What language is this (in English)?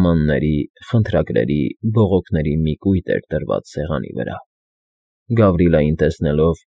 Armenian